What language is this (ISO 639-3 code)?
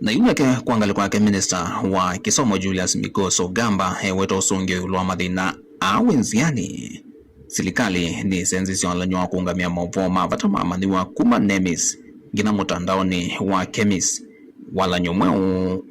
kam